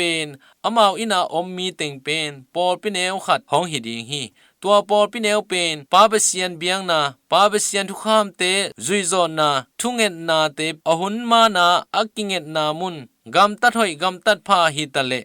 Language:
Tedim Chin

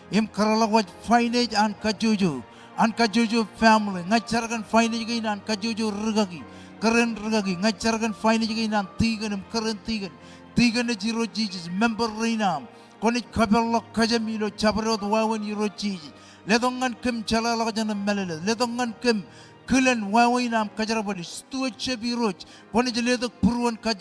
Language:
Marshallese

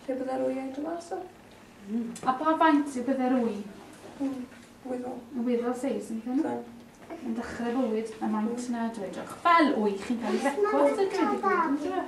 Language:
Welsh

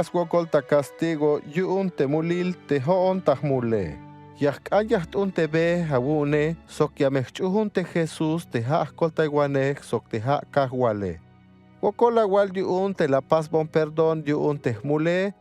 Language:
Tzeltal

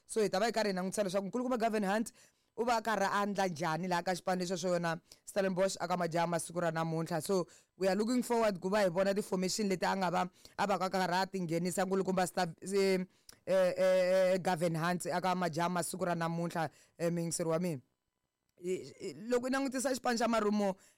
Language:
Tsonga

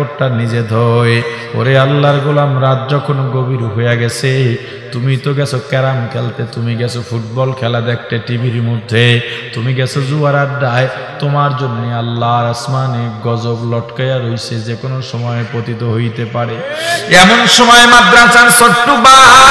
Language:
Bangla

